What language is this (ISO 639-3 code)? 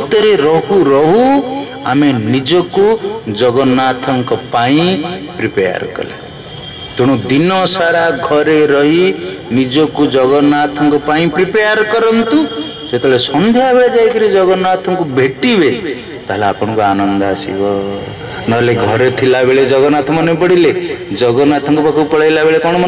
ori